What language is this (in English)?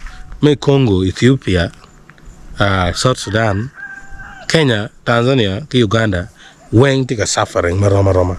Acoli